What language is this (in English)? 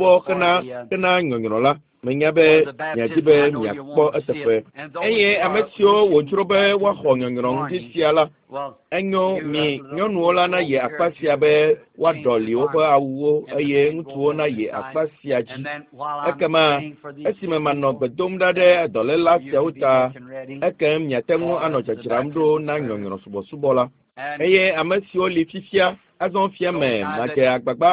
Ewe